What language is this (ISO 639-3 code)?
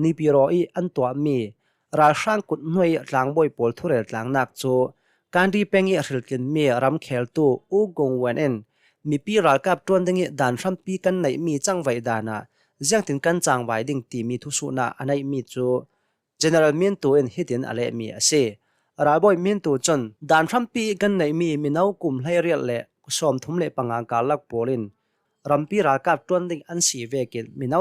cnh